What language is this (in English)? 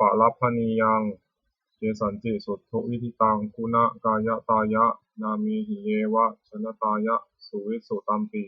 Pali